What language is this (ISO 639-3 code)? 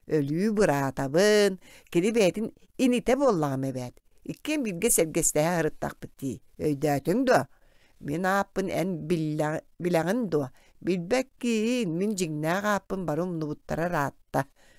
sah